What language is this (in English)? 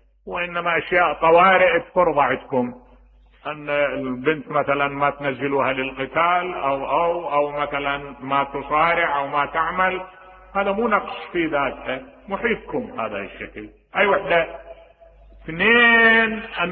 Mesopotamian Arabic